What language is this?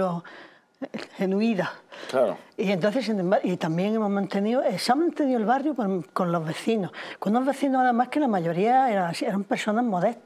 Spanish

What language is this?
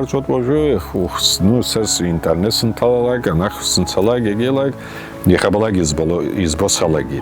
Abkhazian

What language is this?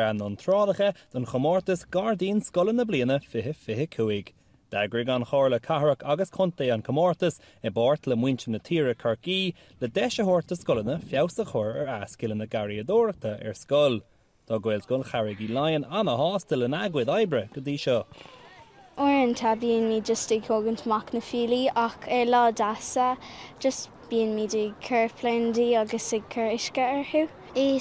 Irish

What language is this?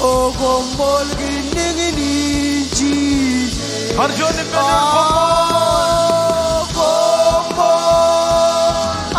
Marshallese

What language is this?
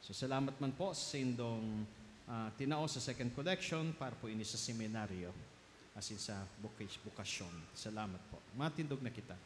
Bikol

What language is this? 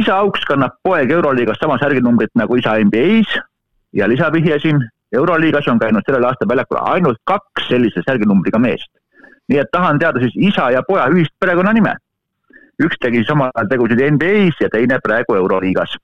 Estonian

